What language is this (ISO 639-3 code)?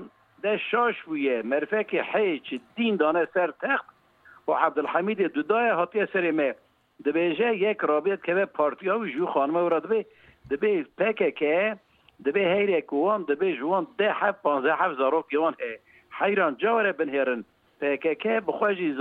kur